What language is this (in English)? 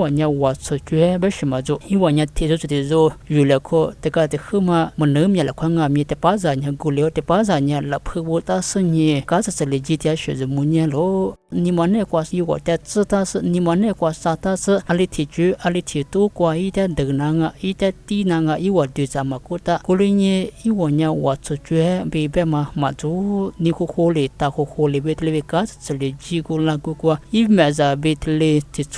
Lisu